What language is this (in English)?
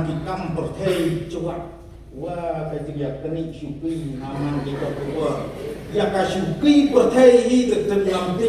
Khasi